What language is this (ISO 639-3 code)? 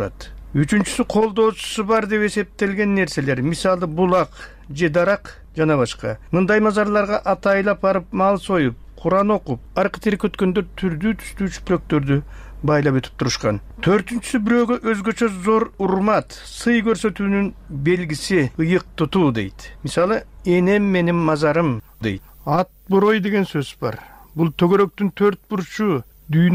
kir